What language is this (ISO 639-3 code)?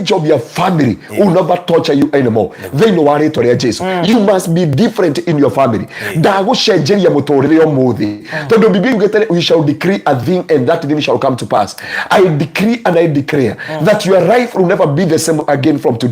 kik